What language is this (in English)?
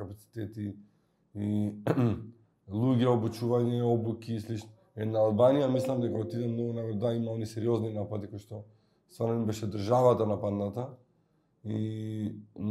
Macedonian